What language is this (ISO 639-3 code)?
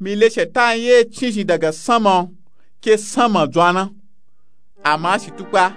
nup